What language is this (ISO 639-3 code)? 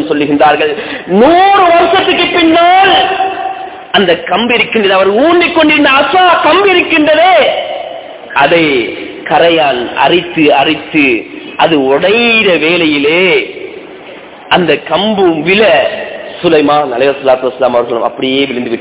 tam